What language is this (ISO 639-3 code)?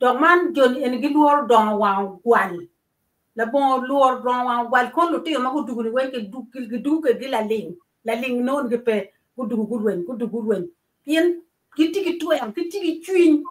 ach